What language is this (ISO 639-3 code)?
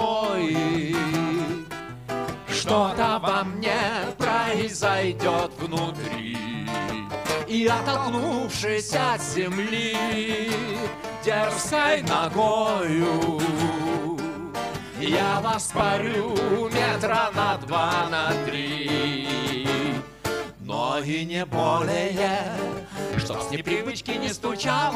rus